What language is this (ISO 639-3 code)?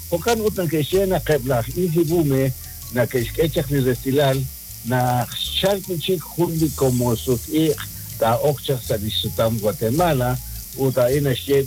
kek